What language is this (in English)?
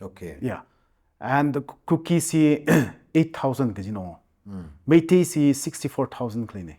Tangkhul Naga (India)